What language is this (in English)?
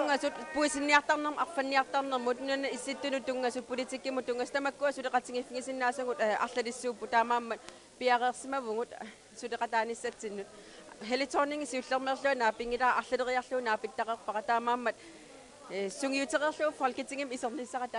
Kalaallisut